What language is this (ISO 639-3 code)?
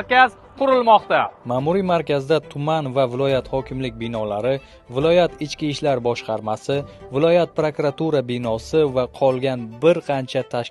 uzb